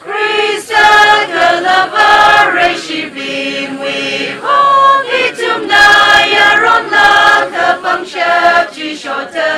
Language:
Tangkhul Naga (India)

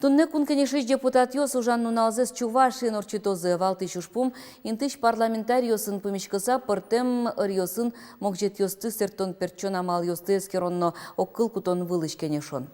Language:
Udmurt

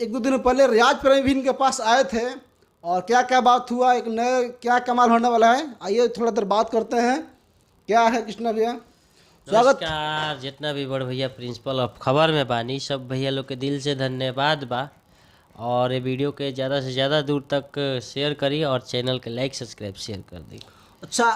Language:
Bhojpuri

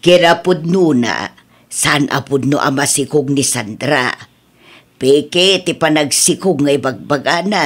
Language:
Iloko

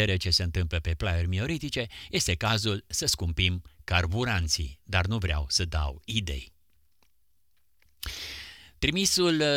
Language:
Romanian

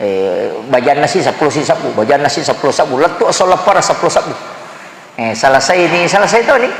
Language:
Buginese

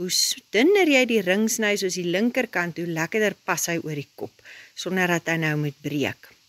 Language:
Afrikaans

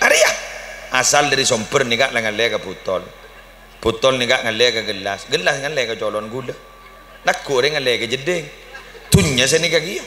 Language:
Madurese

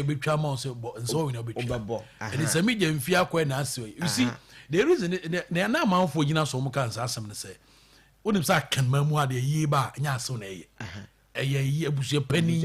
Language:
Akan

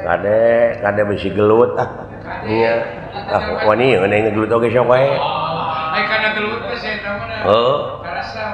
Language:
Sundanese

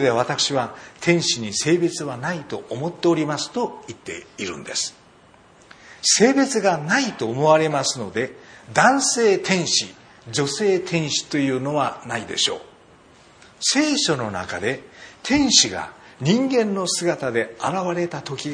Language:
Japanese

